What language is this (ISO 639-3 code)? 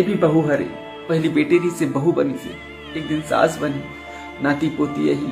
hne